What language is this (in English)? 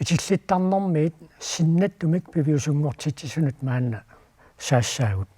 Kalaallisut